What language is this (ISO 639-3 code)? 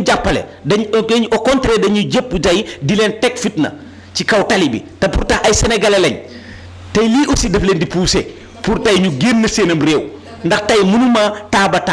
wol